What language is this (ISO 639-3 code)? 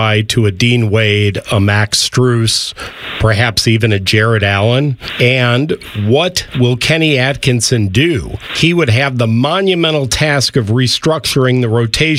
eng